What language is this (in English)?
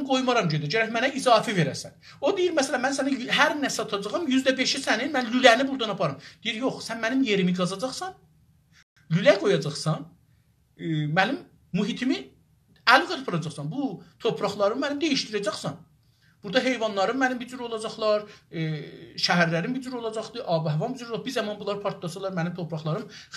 South Azerbaijani